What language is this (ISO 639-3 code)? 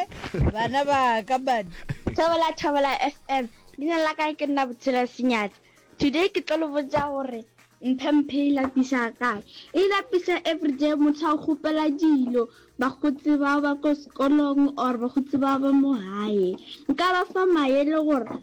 nso